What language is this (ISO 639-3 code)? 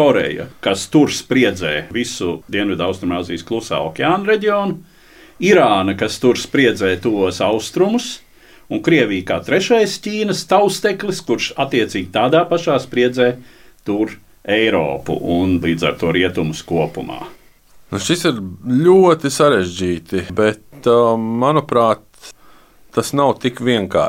lav